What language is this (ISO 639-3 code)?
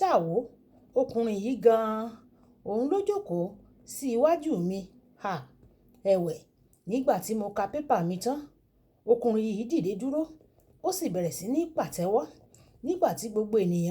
yor